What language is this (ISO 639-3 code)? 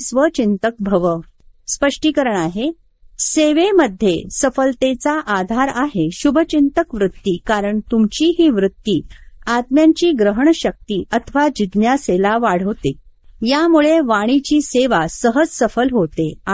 mar